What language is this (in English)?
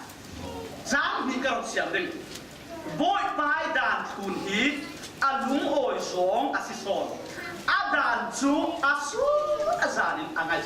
Falam Chin